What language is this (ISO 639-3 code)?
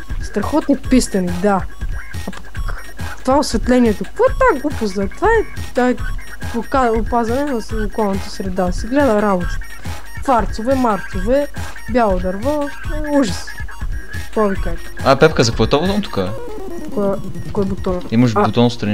bul